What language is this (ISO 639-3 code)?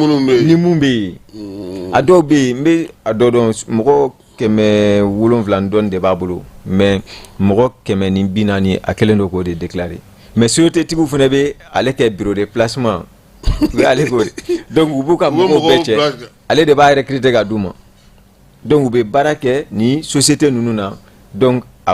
bam